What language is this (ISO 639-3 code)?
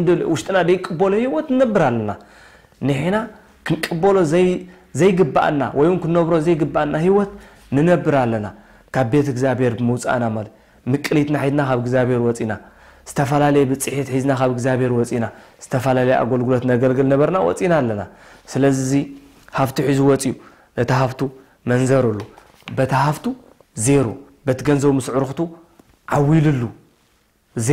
tir